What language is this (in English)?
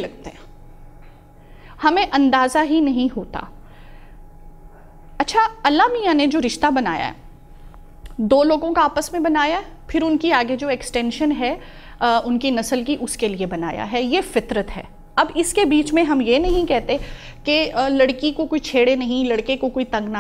Urdu